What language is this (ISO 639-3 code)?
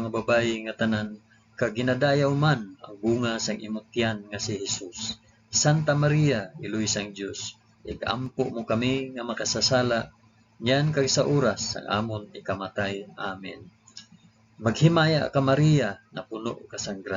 hil